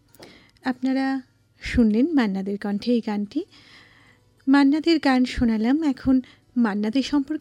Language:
Bangla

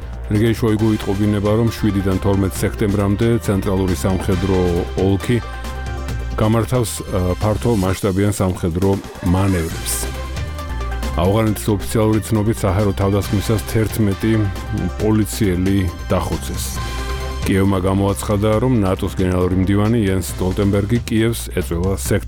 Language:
Georgian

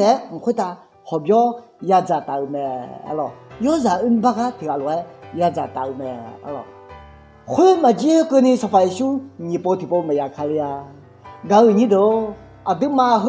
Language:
Akha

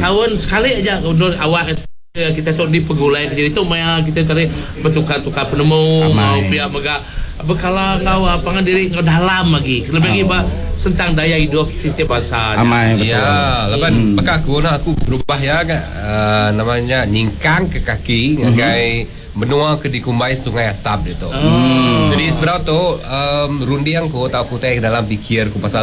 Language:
Iban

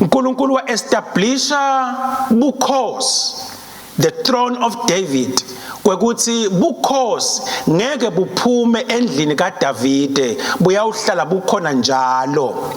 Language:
Swati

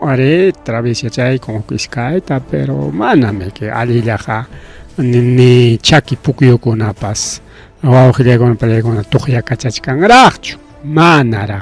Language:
Ayacucho Quechua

